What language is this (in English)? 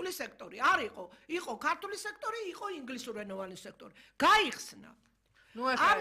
Georgian